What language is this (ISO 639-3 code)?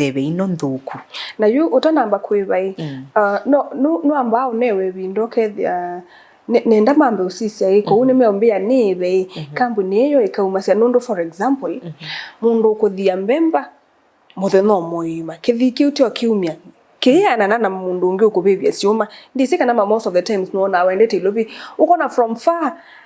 kam